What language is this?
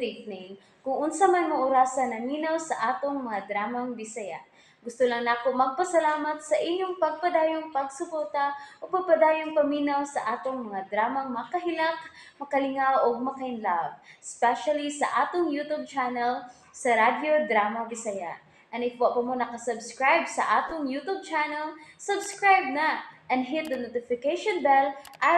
Cebuano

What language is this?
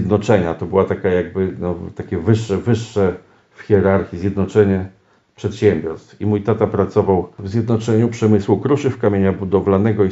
Polish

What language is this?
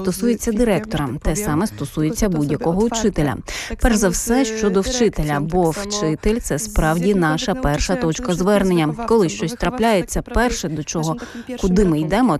Ukrainian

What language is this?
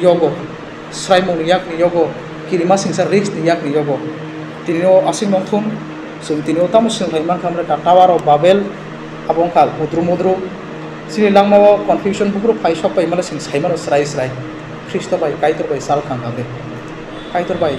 Kok Borok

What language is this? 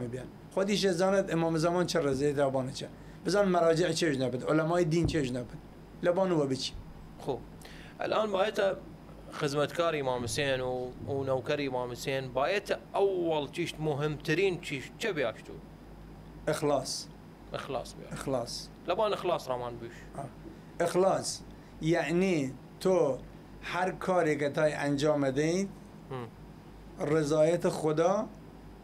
Southern Kurdish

